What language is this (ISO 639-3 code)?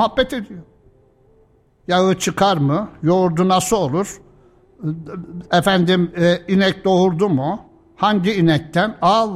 tur